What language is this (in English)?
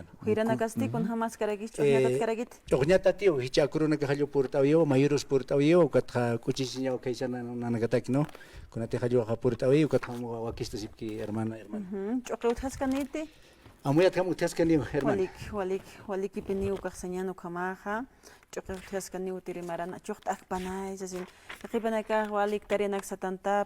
Aymara